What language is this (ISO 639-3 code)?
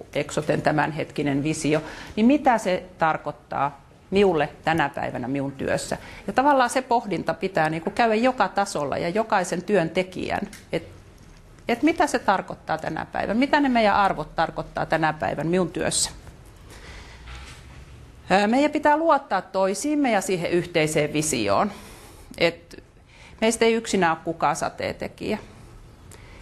fin